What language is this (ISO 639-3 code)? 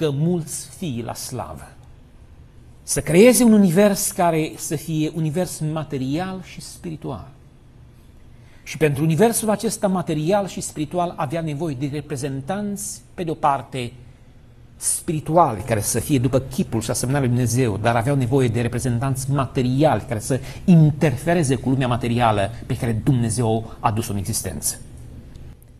ron